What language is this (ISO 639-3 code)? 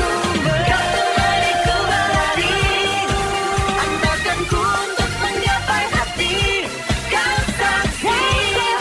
ind